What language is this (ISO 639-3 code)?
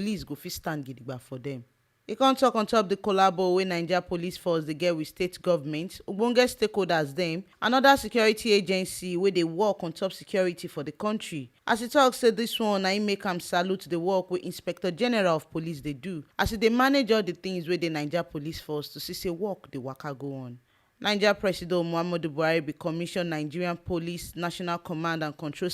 pcm